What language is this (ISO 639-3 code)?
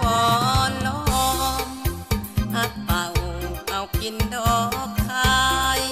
lao